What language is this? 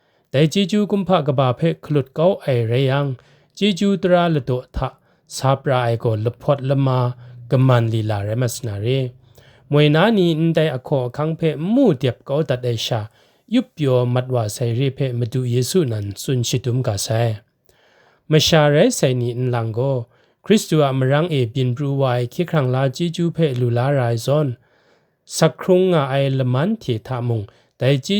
Kachin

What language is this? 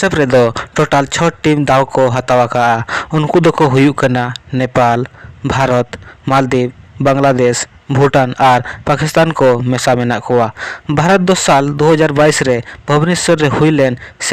Santali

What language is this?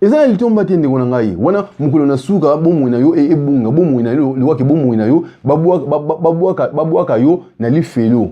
Lingala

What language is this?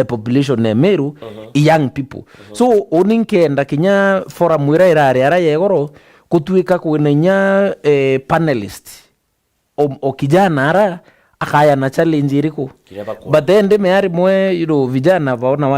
Meru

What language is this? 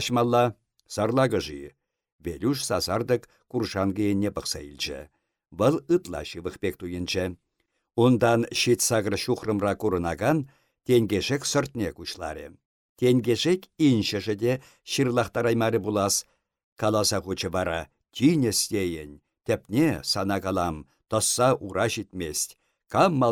Chuvash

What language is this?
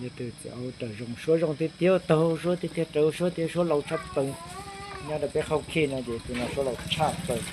Hmong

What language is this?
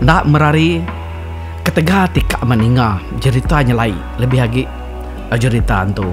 Iban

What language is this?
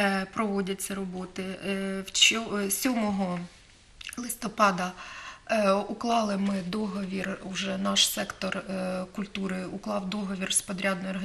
Ukrainian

